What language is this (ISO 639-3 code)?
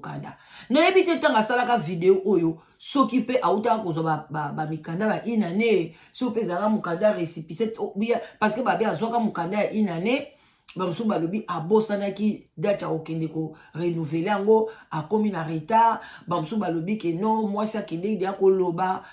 lin